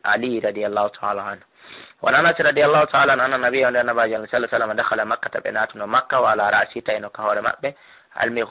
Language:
Fula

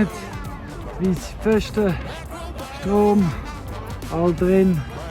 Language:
Swiss German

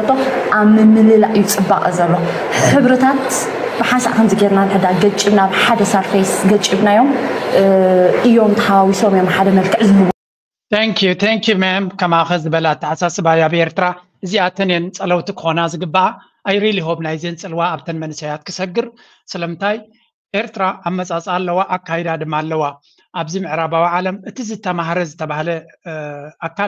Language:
Tigrinya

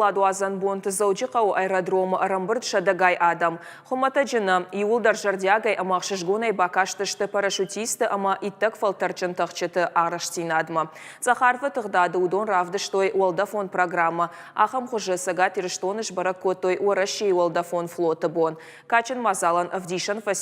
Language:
Ossetic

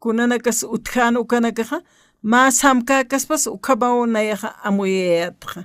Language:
Aymara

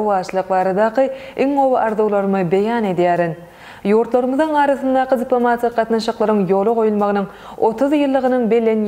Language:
Turkmen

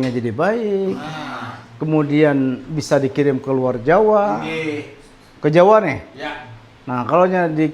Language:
Banjar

